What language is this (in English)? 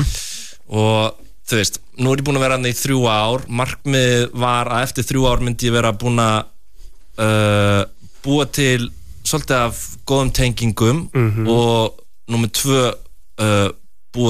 Icelandic